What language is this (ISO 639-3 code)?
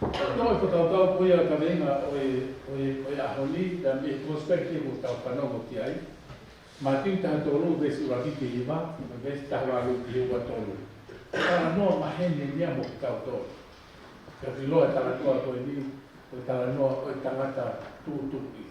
ton